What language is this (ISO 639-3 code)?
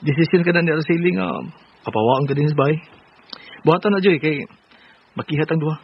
ceb